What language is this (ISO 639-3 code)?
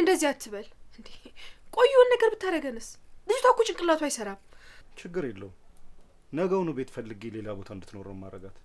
amh